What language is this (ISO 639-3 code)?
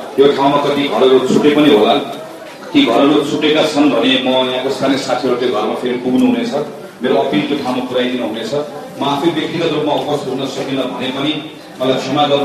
nep